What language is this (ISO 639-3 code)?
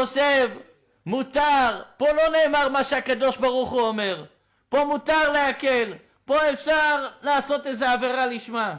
heb